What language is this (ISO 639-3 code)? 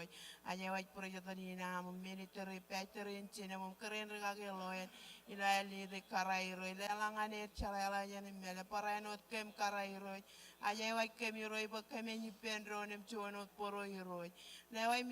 mah